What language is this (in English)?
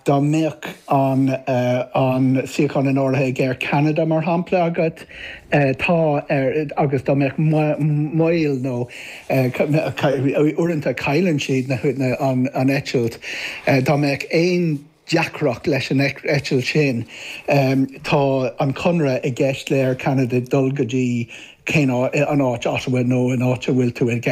Irish